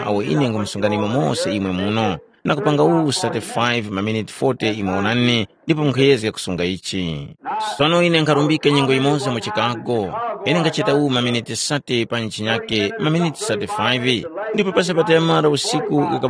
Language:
Tumbuka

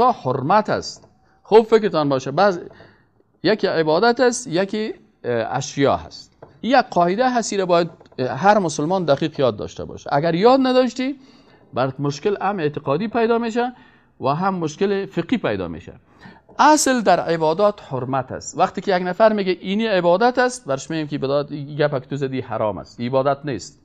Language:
Persian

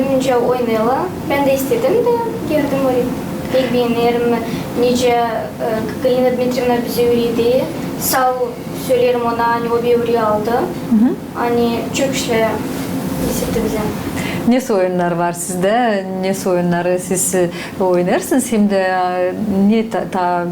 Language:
Gagauz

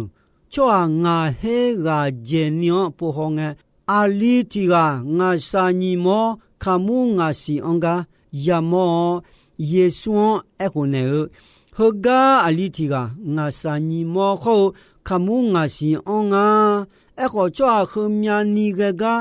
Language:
Akha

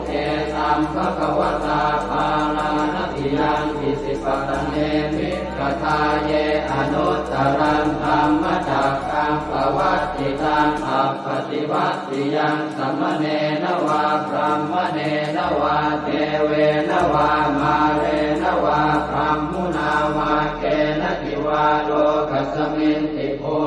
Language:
Pali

